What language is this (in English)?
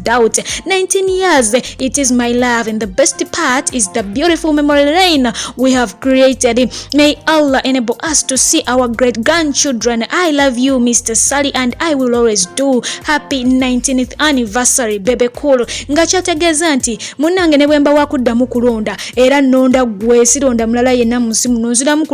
Ganda